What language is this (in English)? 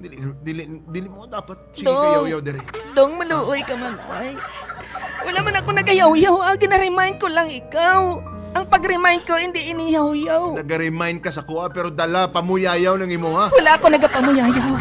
Hiligaynon